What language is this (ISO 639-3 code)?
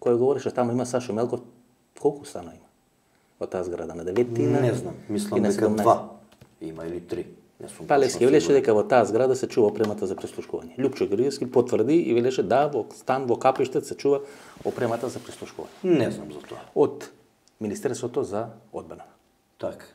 mkd